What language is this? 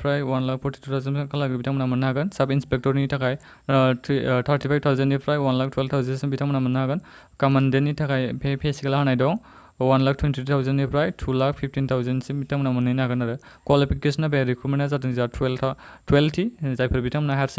Bodo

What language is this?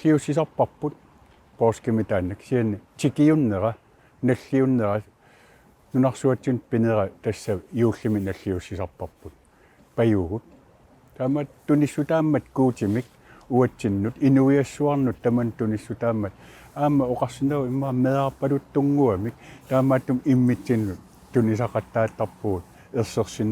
Kalaallisut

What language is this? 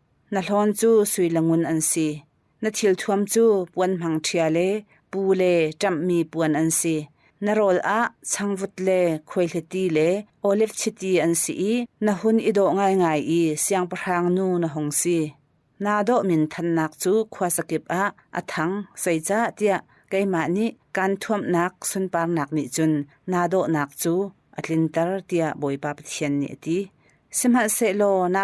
Hakha Chin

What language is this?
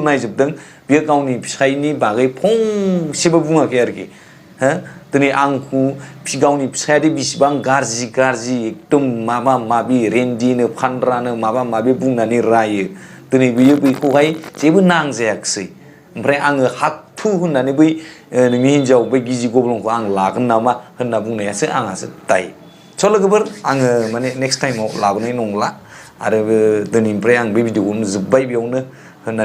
Bodo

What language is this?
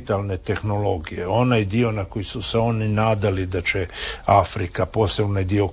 Croatian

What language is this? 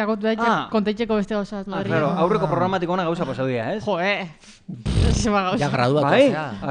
Basque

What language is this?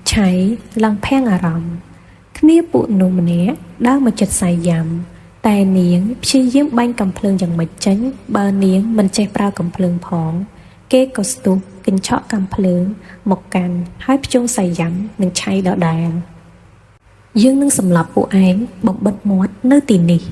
Khmer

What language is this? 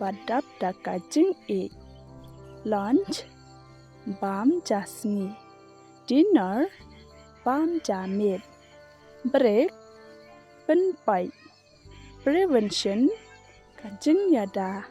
Khasi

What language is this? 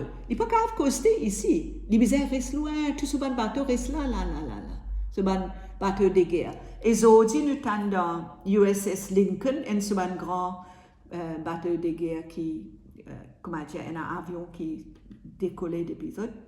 Morisyen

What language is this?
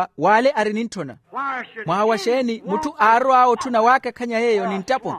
Makhuwa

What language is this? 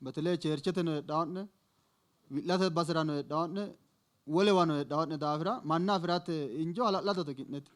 Sidamo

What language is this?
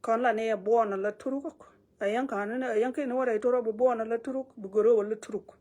Nuer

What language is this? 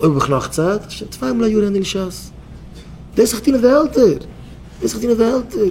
Yiddish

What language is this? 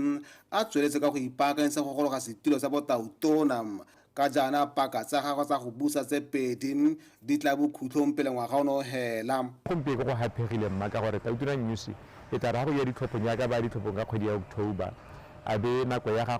Tswana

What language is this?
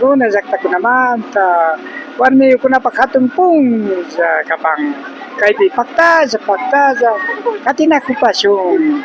Imbabura Highland Quichua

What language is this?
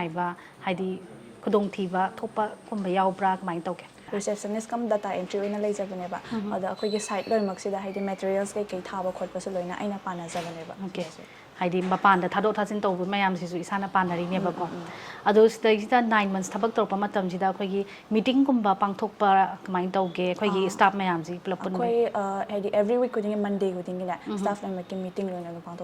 Manipuri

